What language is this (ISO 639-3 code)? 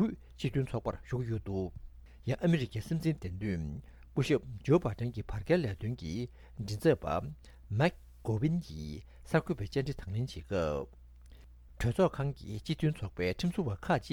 bod